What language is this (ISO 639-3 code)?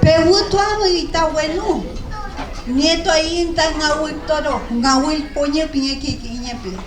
arn